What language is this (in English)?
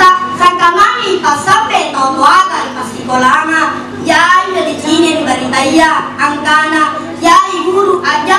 Makasar